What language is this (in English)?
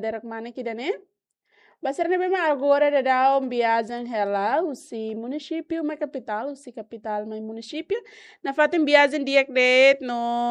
Tetum